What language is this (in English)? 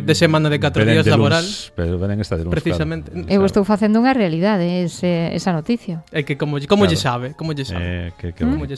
Galician